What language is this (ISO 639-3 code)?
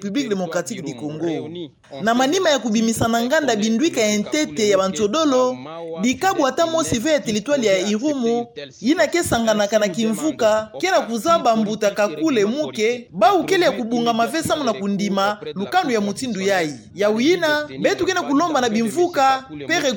ktu